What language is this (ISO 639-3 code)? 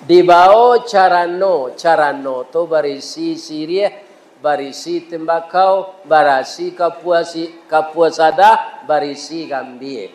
min